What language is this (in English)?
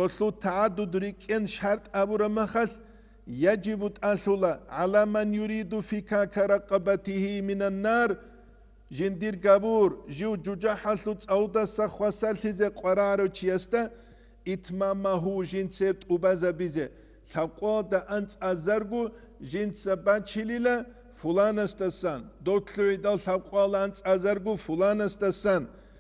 Avaric